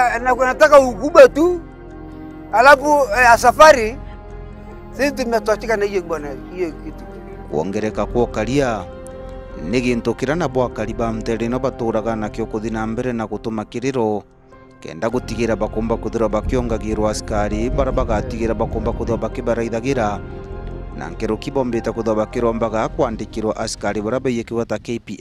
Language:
Meru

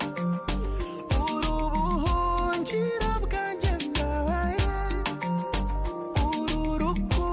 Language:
Kinyarwanda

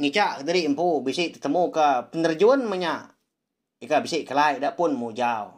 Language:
Iban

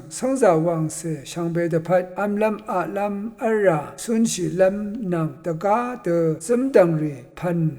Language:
Rawang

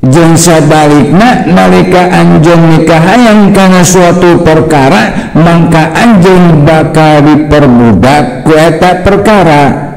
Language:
Sundanese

